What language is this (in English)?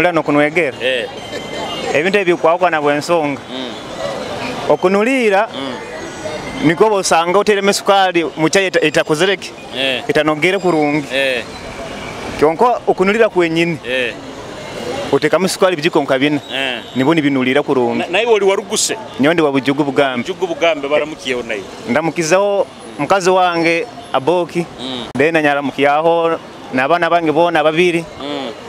Nyoro